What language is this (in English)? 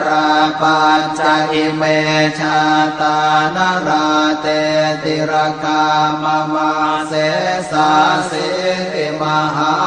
Pali